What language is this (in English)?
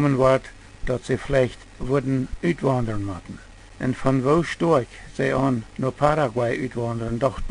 Plautdietsch